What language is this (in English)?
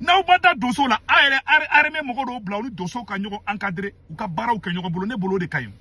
Bambara